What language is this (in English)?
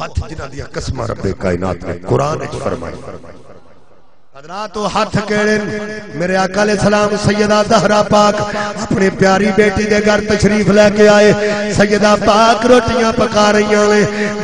Western Panjabi